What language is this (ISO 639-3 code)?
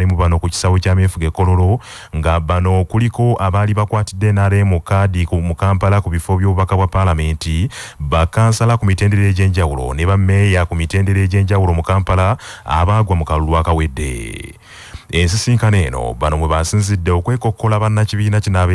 lug